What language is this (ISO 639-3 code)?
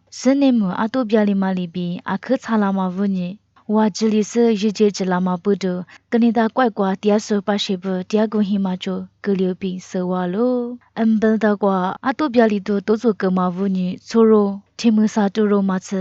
lis